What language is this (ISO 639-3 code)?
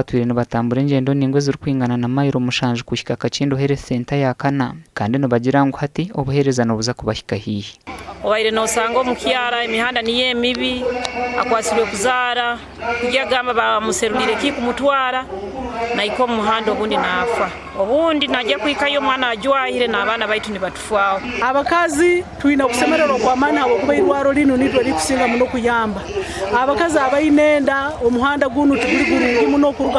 nyn